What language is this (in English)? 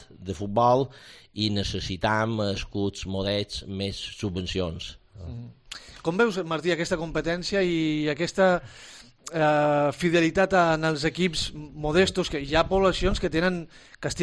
Catalan